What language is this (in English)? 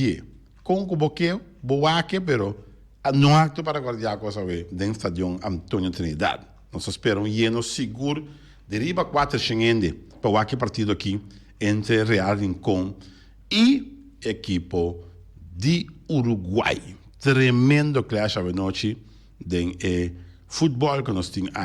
Papiamento